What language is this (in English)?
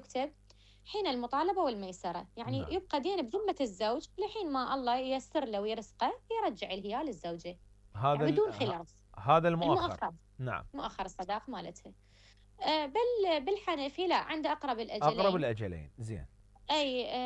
Mesopotamian Arabic